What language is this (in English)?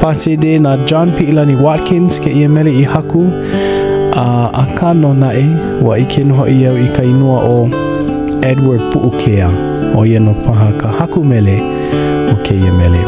Hawaiian